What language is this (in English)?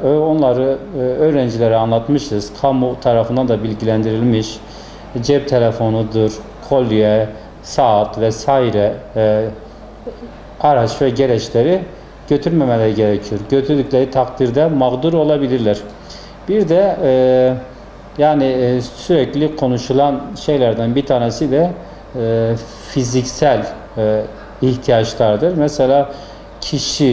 Turkish